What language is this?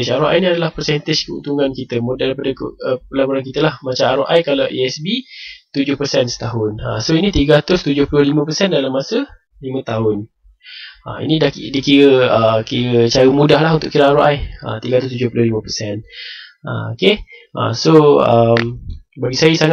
Malay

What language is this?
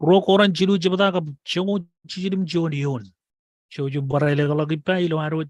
Marshallese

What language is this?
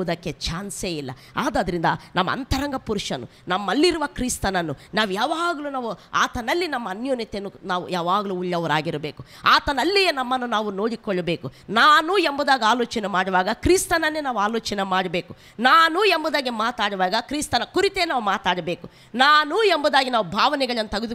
Kannada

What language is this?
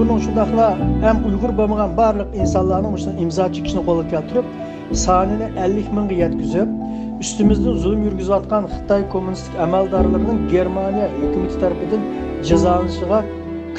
Uyghur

